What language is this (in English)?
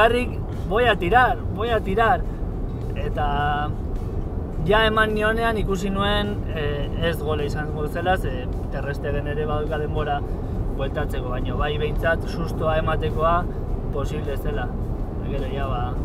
Basque